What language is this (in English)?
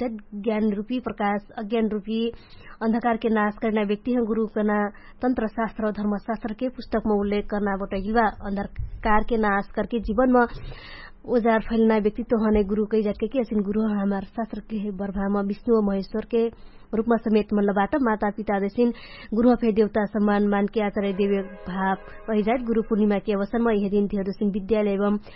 Dangaura Tharu